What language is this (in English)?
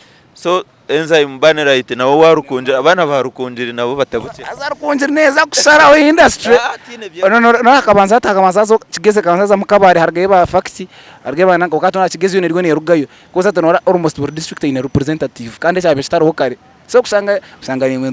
Nyankole